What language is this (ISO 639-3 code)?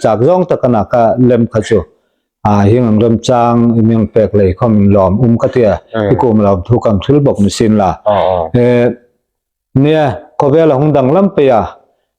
hmr